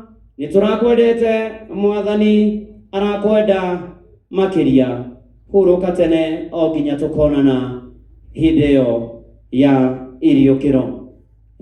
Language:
Kikuyu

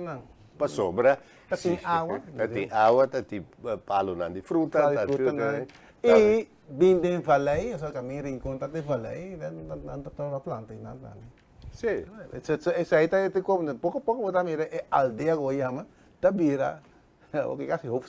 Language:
Papiamento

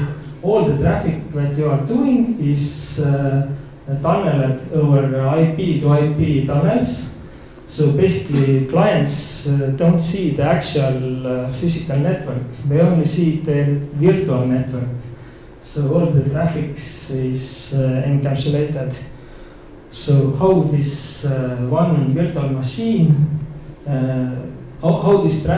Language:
English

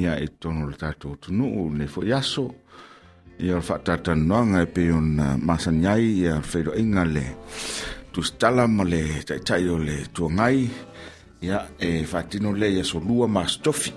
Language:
Samoan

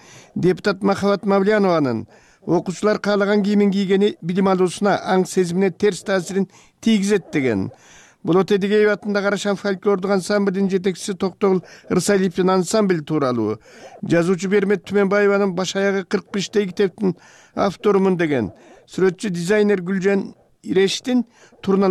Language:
Kyrgyz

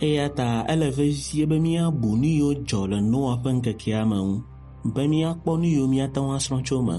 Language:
Ewe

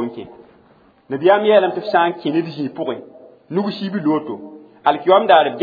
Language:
Mossi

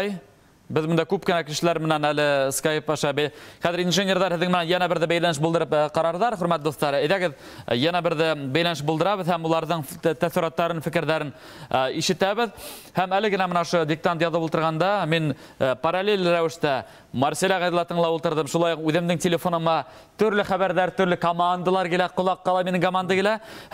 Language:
Bashkir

